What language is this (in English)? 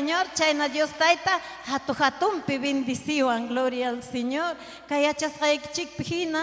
Ayacucho Quechua